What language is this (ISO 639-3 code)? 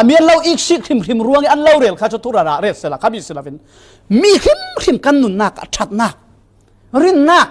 cfm